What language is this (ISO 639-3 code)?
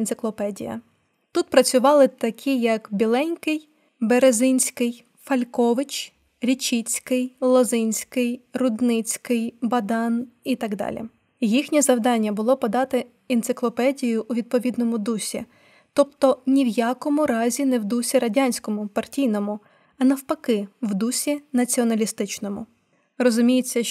ukr